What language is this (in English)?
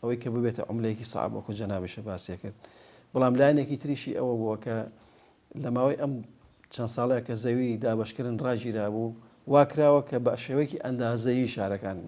Central Kurdish